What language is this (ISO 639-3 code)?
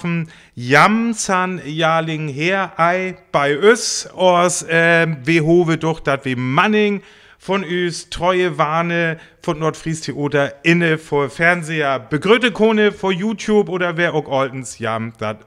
frr